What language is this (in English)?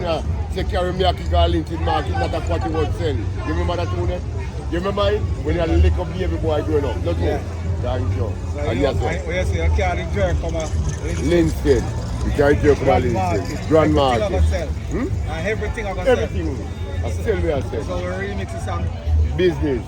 Jamaican Creole English